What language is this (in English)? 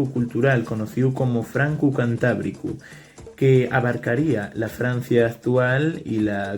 Asturian